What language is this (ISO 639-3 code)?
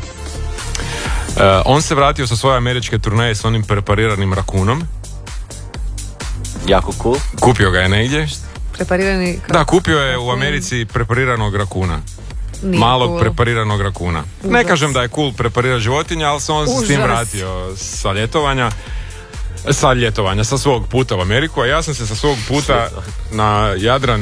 hrv